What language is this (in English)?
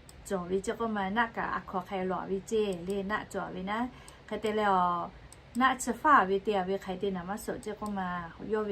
Lahu